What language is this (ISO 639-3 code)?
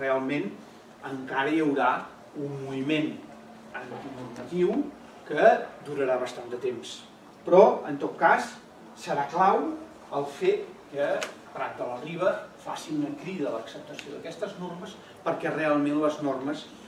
cat